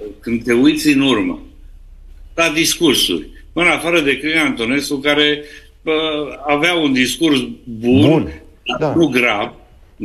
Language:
Romanian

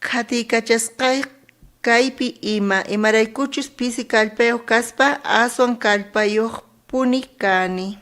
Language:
South Bolivian Quechua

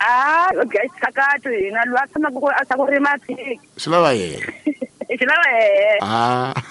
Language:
Tsonga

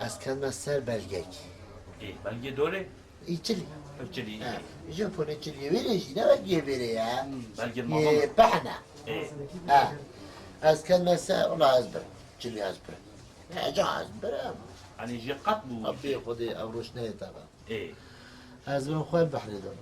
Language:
Kurdish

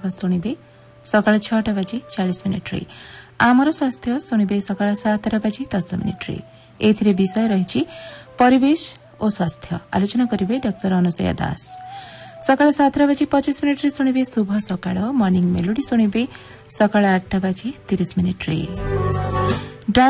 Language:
Odia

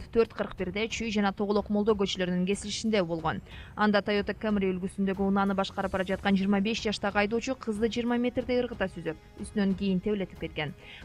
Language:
Kyrgyz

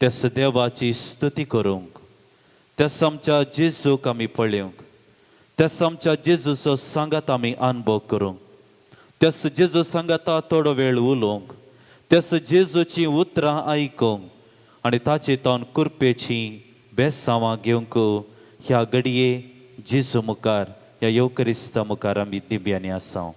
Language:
Konkani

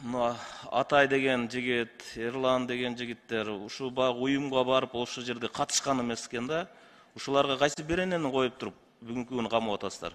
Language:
Kyrgyz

